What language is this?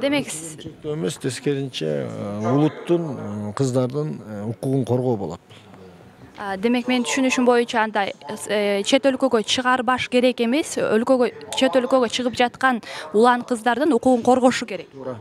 Kyrgyz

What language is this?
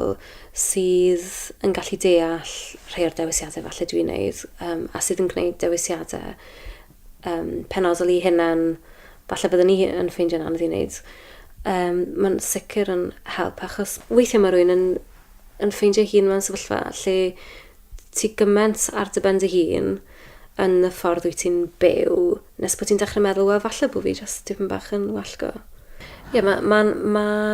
Welsh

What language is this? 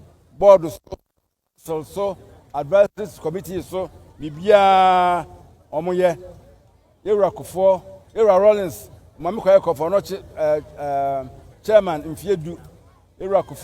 Akan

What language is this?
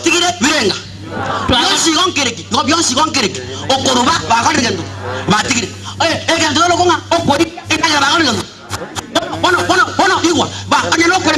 Gusii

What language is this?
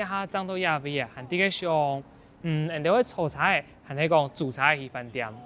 Hakka Chinese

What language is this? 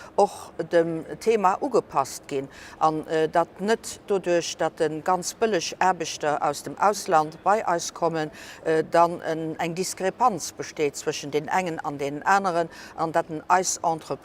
Luxembourgish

